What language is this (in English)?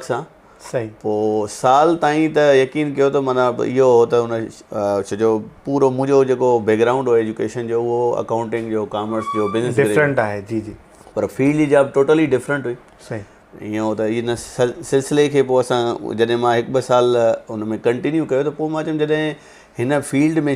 Sindhi